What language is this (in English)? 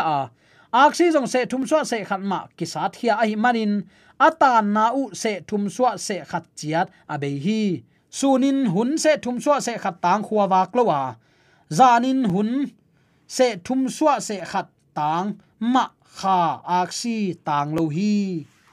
Tedim Chin